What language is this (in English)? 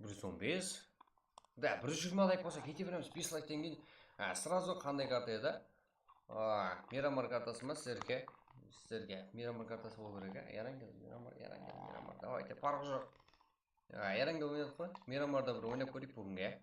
Kara-Kalpak